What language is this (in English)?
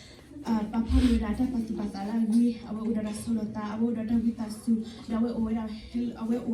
S'gaw Karen